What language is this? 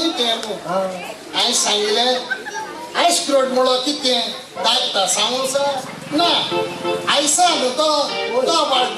Konkani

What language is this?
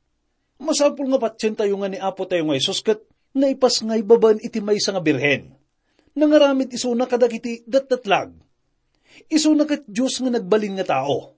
Iloko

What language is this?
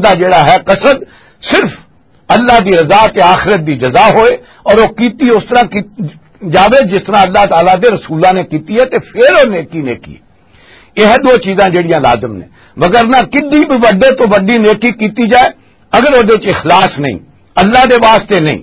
Western Panjabi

